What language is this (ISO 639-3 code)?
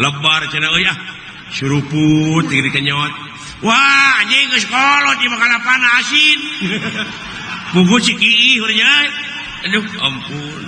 sun